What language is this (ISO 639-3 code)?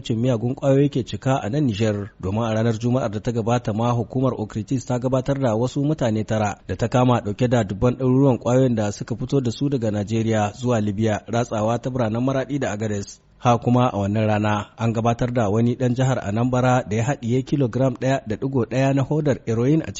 hau